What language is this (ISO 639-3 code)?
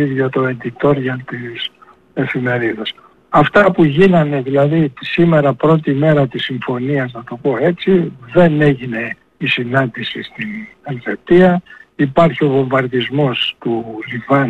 ell